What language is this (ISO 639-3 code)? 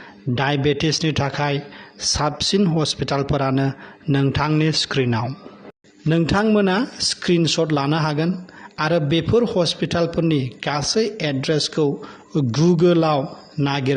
brx